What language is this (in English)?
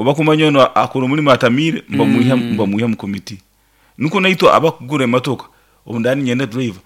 Nyoro